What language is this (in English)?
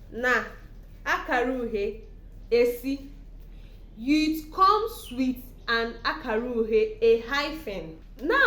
Igbo